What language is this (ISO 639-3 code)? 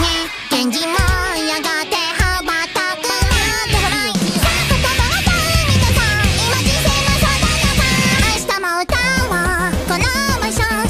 jpn